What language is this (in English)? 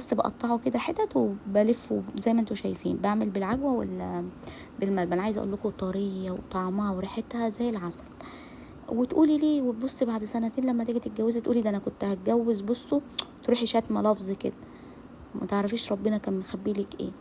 Egyptian Arabic